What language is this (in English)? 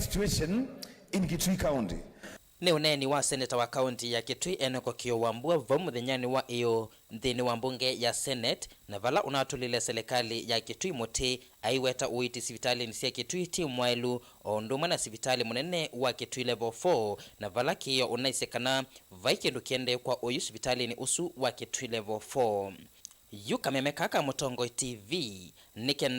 Kamba